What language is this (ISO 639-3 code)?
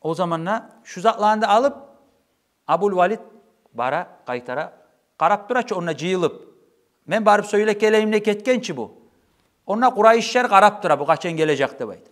kum